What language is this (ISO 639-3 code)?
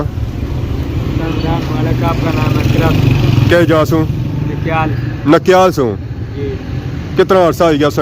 phr